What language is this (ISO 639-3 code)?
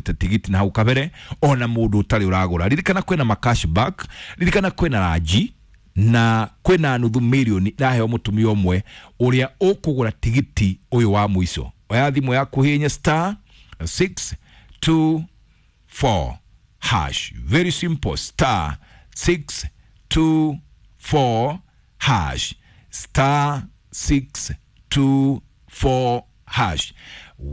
kik